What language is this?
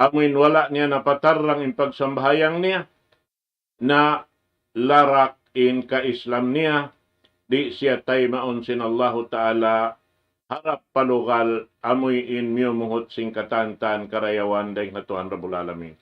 Tausug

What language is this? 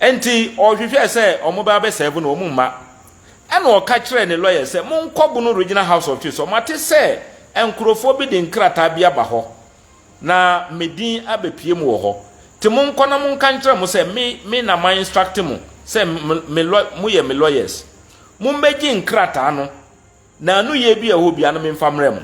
Akan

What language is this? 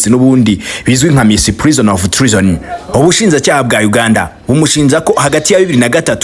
Kinyarwanda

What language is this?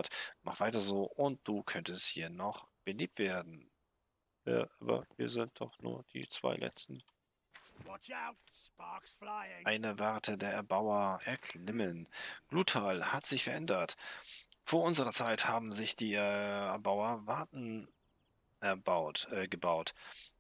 German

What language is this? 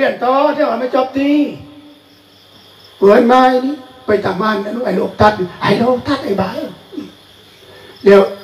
Thai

